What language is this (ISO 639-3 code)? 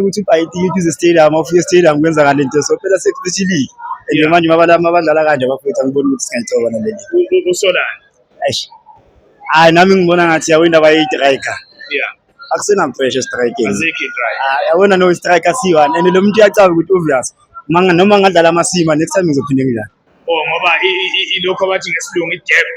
zul